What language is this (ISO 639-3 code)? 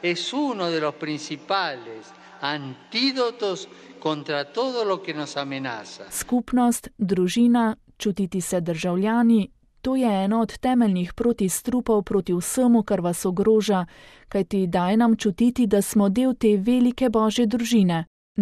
slv